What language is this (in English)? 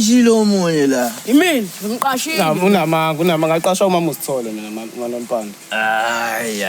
Zulu